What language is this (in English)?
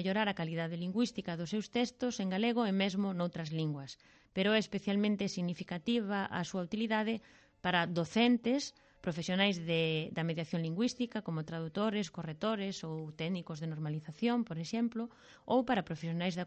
Galician